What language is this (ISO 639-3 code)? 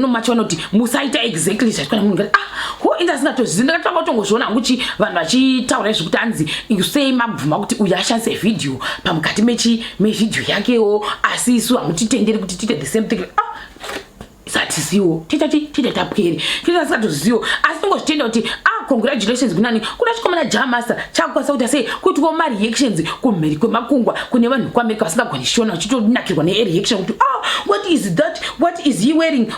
sna